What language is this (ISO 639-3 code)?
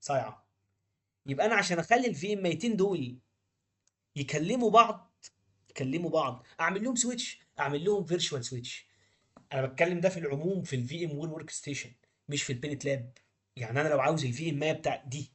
arz